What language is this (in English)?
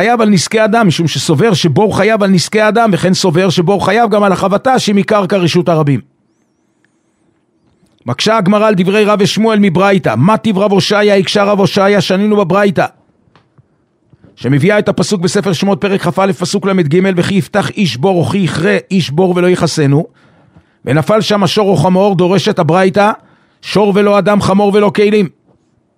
Hebrew